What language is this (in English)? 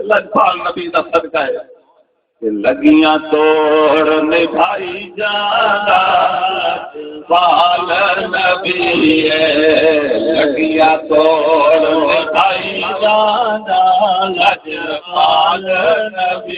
Saraiki